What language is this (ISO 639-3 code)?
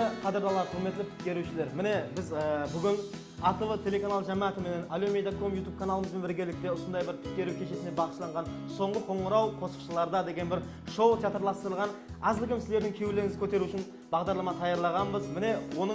kaa